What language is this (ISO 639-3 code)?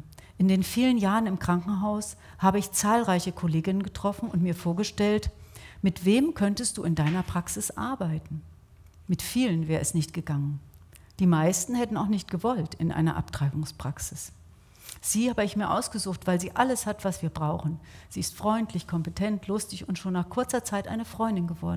deu